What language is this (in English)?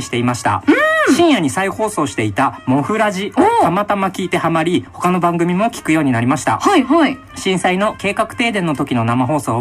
Japanese